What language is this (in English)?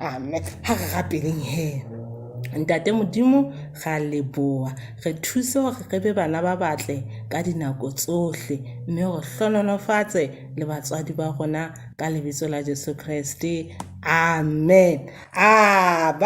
Southern Sotho